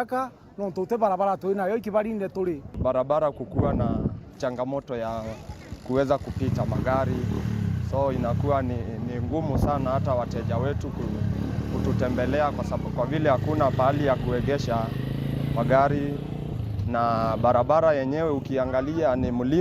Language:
Meru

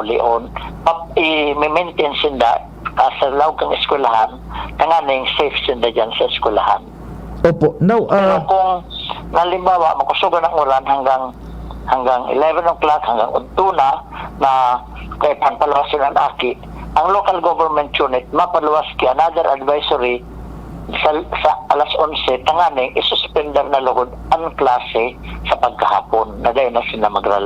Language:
Bikol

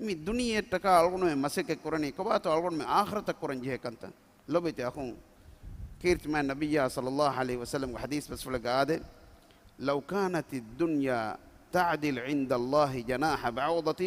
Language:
Divehi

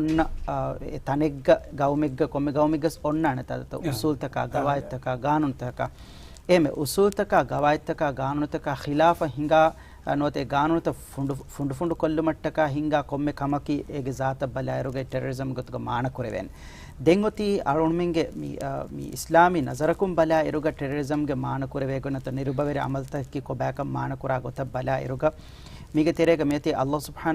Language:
Divehi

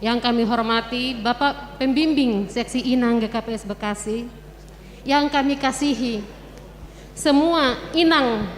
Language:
Batak Simalungun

